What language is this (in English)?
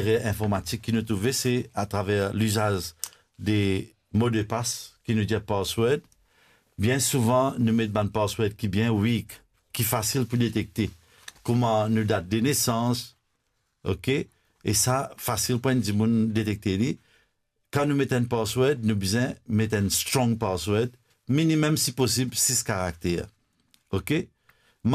Morisyen